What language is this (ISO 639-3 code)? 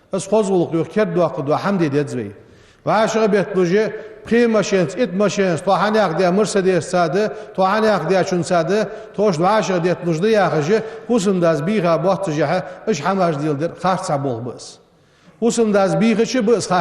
inh